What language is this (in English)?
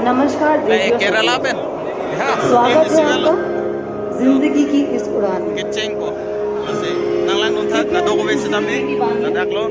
Karbi